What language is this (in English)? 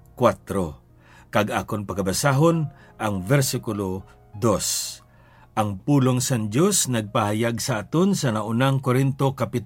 Hiligaynon